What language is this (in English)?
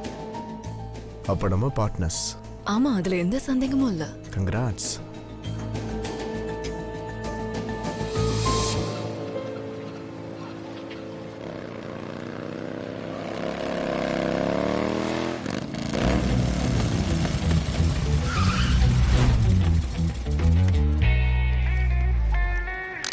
Tamil